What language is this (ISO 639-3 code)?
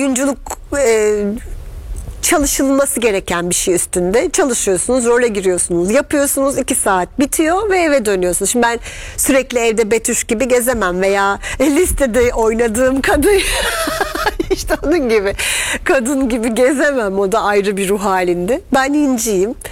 tur